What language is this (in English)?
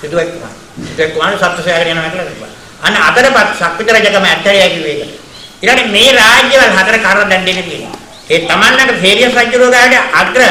Sinhala